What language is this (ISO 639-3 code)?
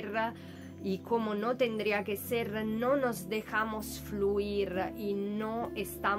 spa